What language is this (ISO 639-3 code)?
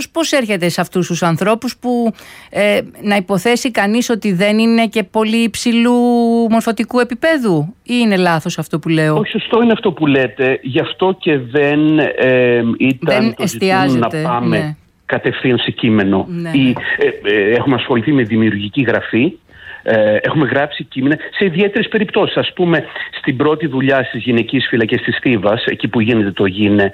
ell